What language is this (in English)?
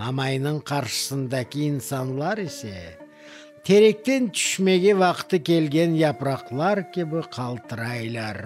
Crimean Tatar